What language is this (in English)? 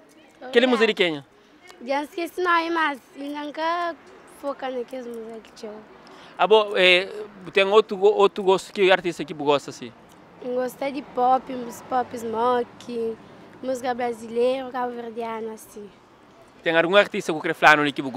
Kabuverdianu